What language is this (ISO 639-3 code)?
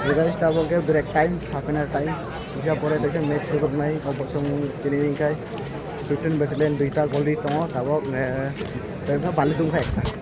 trp